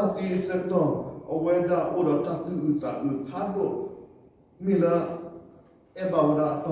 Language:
S'gaw Karen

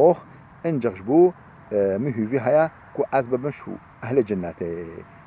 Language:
Kurdish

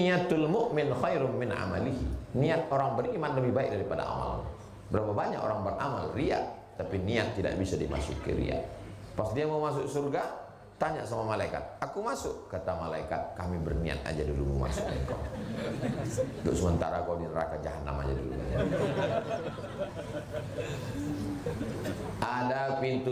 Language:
Indonesian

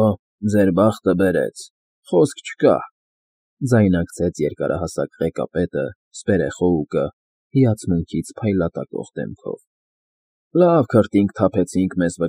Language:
Armenian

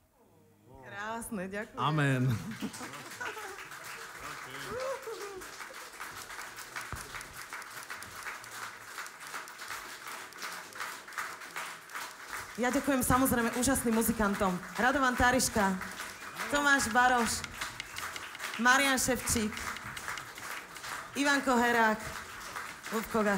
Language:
Slovak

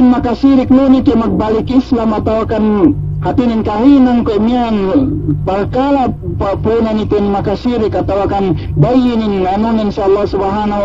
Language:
Yakan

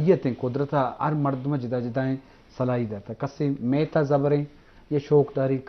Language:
Eastern Balochi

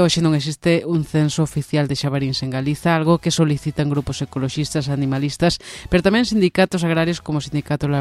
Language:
Galician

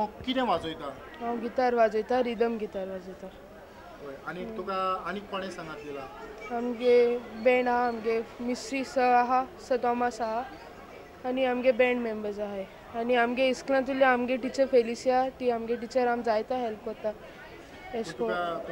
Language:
Konkani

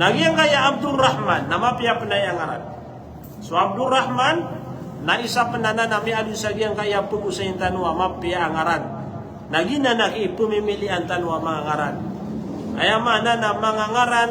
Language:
Maranao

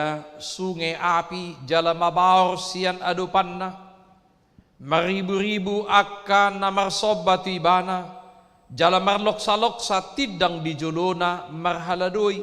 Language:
Batak Toba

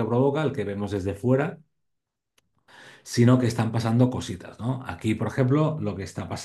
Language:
Spanish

